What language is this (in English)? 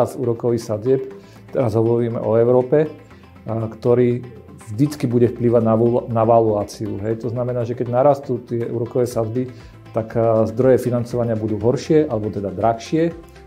Slovak